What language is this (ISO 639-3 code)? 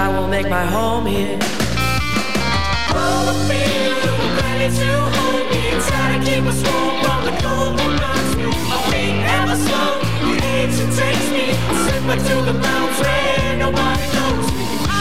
eng